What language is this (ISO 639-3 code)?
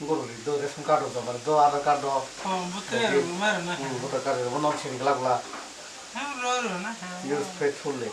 trp